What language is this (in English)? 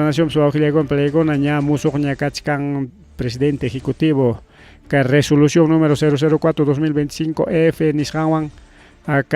Ayacucho Quechua